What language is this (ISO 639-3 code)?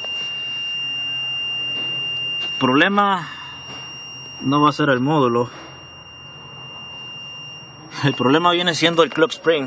spa